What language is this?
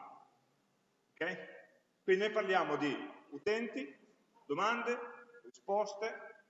Italian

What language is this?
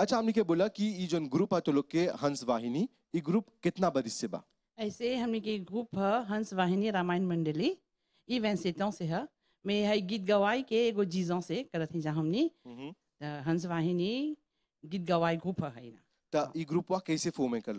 Bhojpuri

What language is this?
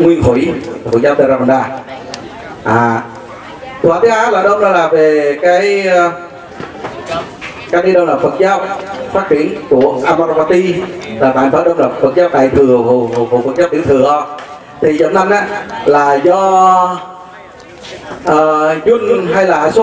Vietnamese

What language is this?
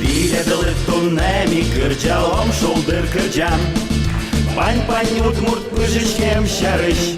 Udmurt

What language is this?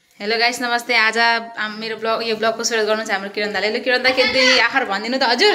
Nepali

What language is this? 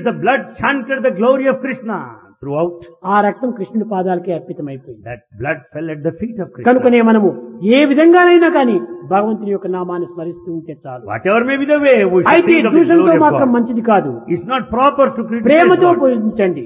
Telugu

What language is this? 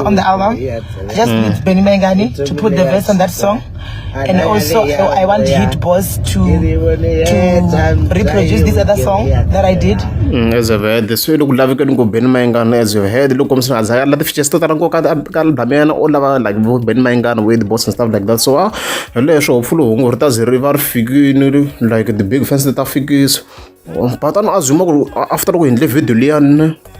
Tsonga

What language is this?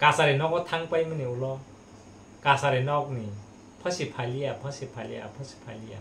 Kok Borok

